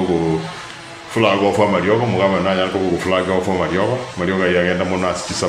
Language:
Gusii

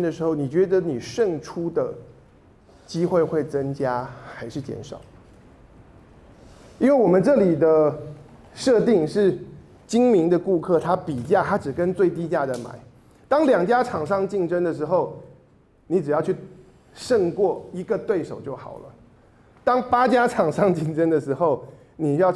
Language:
Chinese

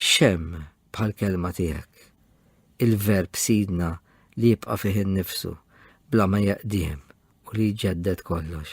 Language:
Maltese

